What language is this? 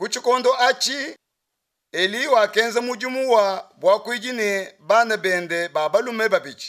Luba-Lulua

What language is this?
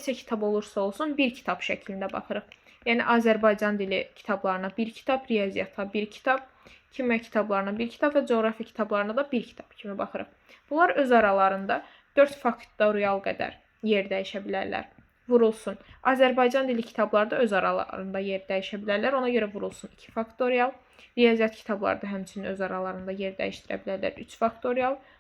Azerbaijani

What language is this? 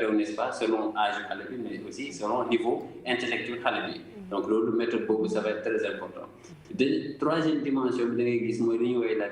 Wolof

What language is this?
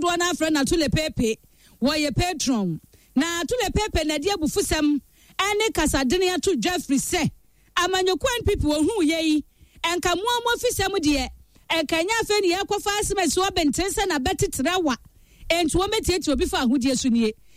Akan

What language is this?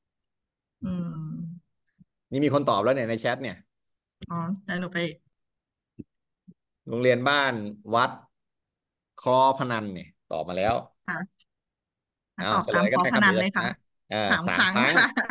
Thai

